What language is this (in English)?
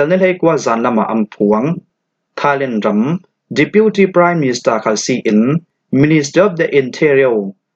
Falam Chin